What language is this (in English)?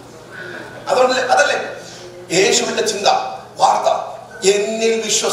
Malayalam